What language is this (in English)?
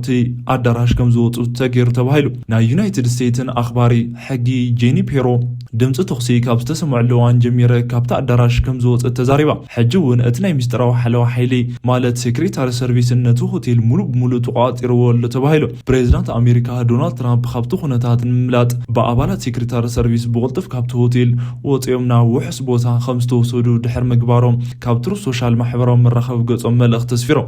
Tigrinya